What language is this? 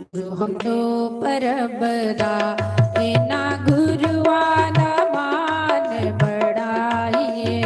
Dogri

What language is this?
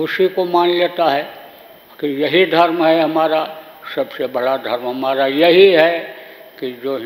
Hindi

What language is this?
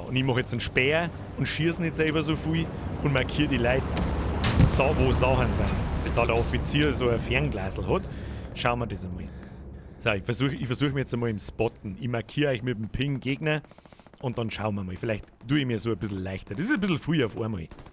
Bavarian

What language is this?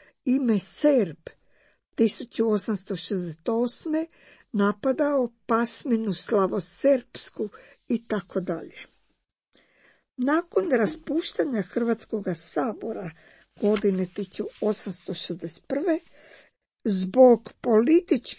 Croatian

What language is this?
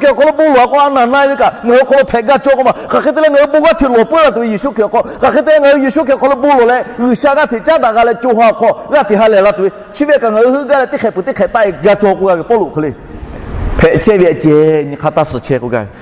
Lahu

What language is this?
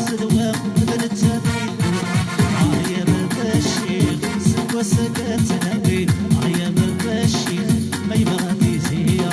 Kabyle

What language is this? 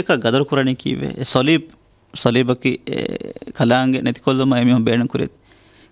Divehi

